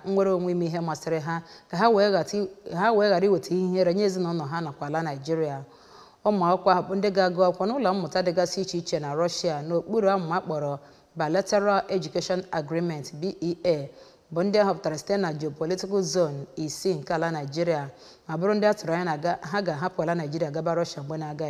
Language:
Igbo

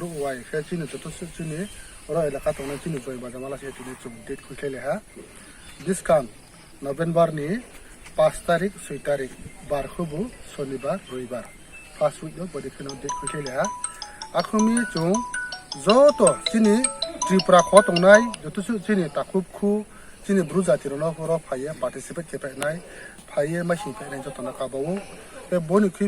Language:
Riang (India)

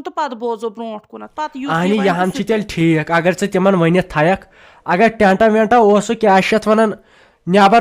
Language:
Kashmiri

